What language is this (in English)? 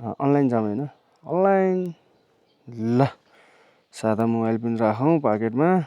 Nepali